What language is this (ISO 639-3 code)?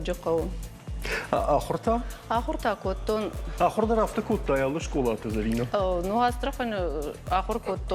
oss